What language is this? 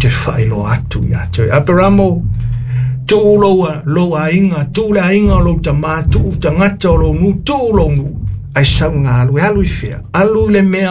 Samoan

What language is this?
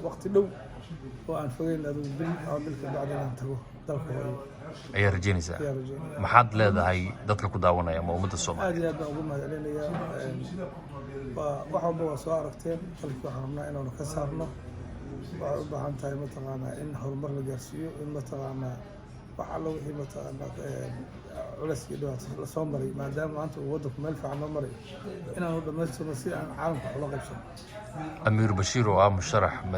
Somali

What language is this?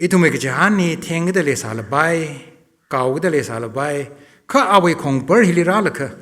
Tangkhul Naga (India)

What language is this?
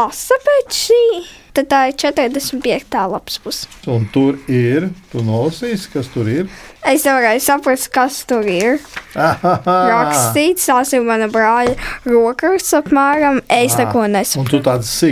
Latvian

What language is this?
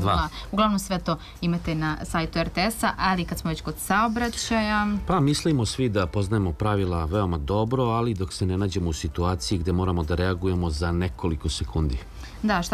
Serbian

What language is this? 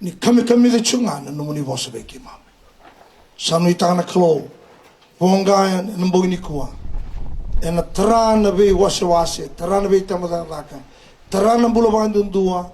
Fijian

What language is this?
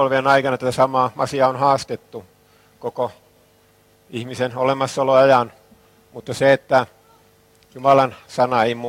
Finnish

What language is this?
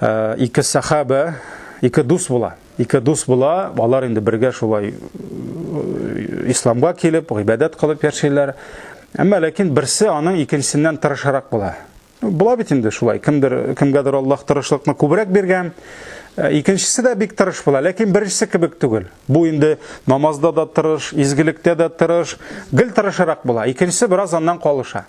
Tatar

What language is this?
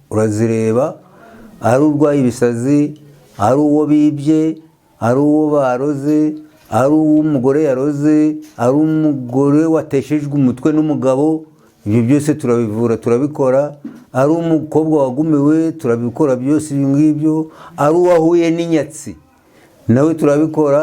Kinyarwanda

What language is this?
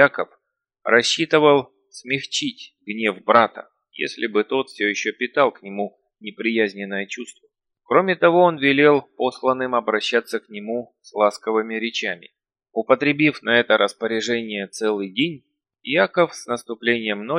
Russian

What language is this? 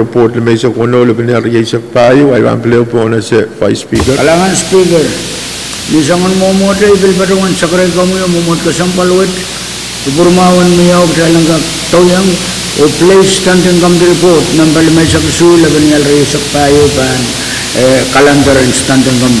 Pohnpeian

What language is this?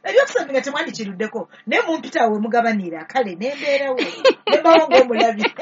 Ganda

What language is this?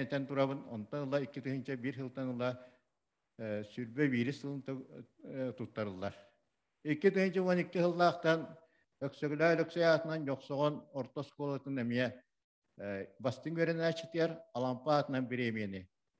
Yakut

